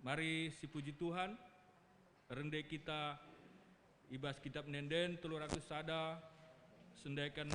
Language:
Batak Karo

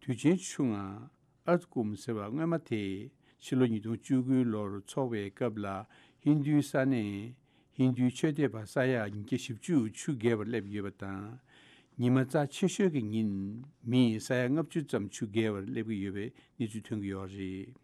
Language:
Tibetan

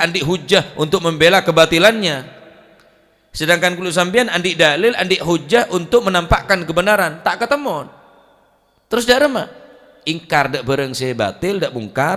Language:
Madurese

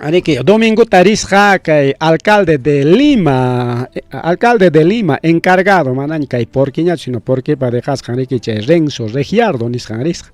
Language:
Ayacucho Quechua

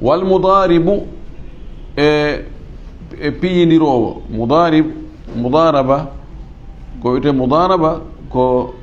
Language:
Fula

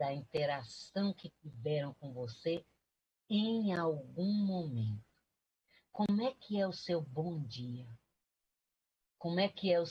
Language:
Portuguese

